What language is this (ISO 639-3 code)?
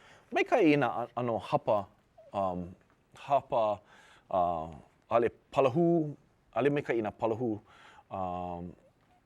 haw